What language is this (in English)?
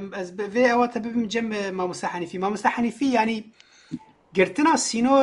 Kurdish